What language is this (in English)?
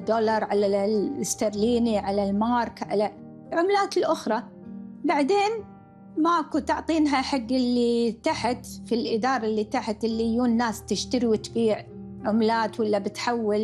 Gulf Arabic